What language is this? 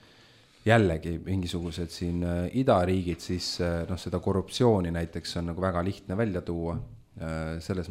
Estonian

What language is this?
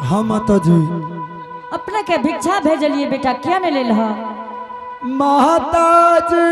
Angika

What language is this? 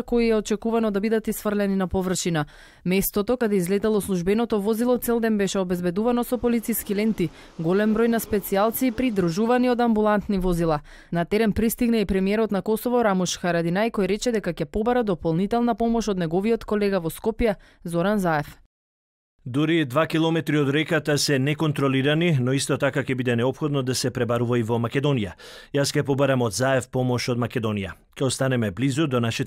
Macedonian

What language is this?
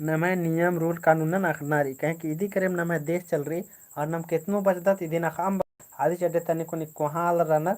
Kurukh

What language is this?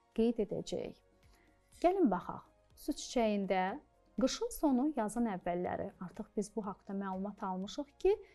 Azerbaijani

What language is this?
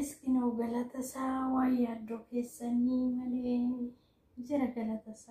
Oromo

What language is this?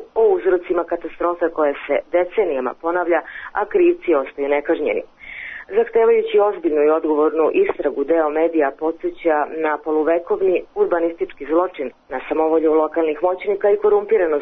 Serbian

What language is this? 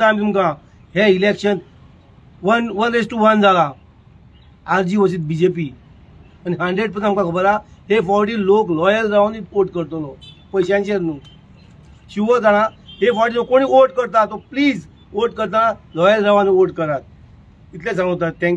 Konkani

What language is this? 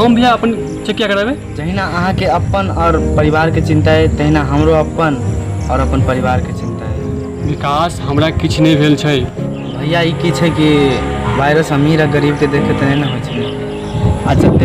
Maithili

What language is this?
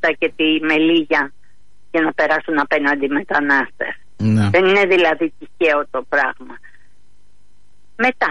Greek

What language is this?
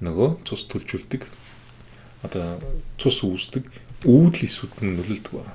Mongolian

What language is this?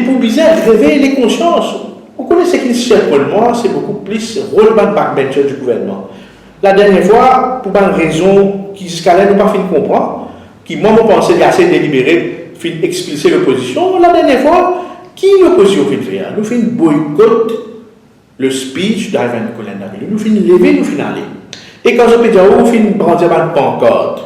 Morisyen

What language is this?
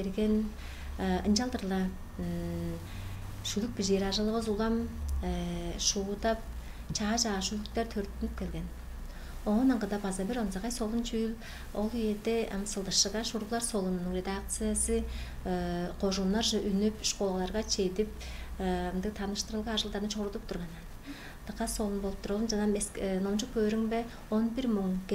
Tuvinian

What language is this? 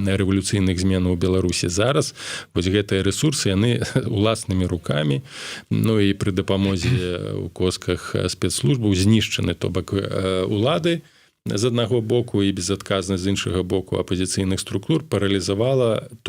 Belarusian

